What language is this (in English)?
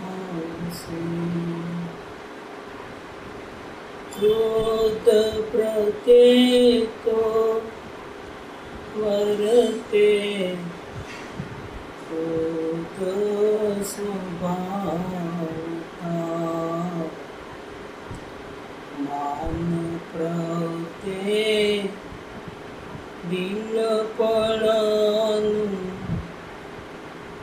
Gujarati